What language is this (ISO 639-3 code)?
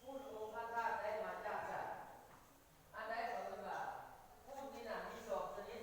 lao